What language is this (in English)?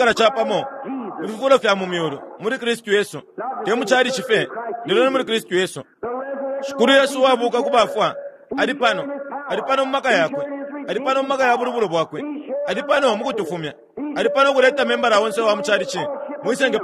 Bemba